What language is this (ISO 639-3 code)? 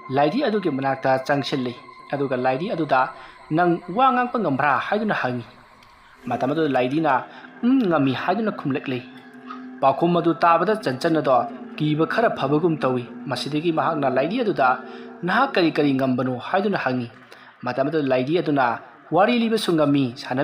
mni